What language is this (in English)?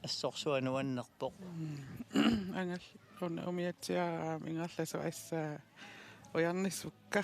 Kalaallisut